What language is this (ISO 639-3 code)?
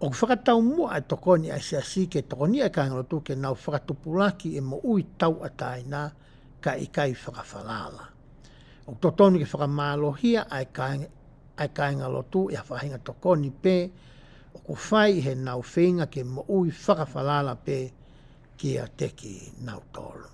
ton